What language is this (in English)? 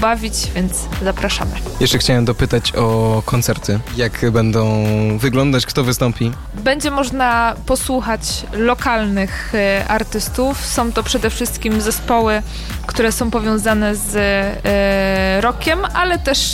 Polish